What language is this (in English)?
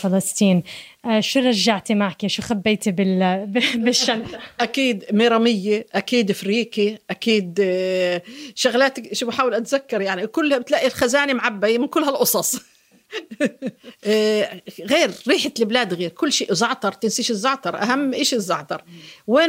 North Levantine Arabic